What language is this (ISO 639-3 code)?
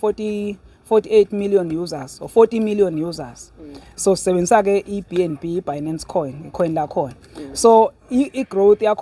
zul